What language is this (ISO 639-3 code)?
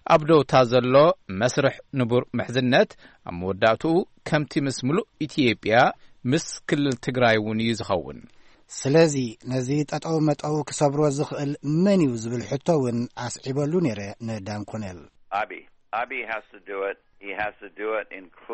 tir